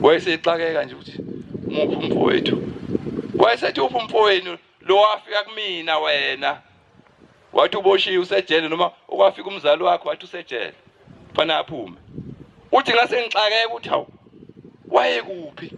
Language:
Zulu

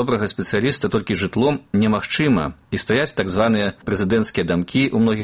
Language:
Belarusian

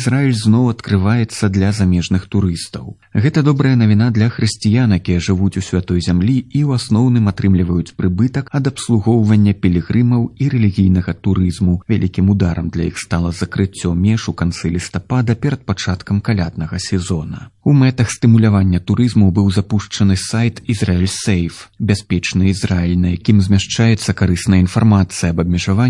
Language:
Belarusian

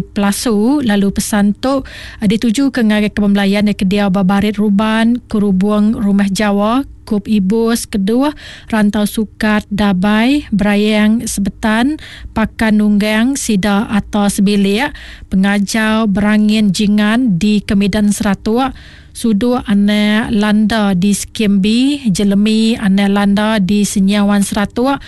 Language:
Iban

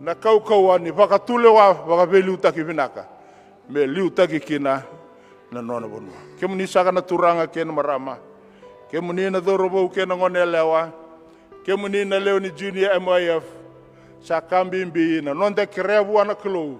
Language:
Fijian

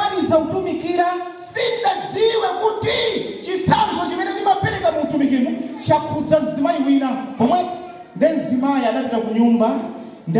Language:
Nyanja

